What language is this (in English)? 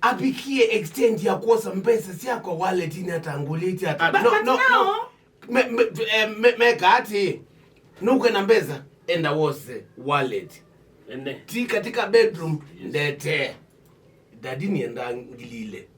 Kamba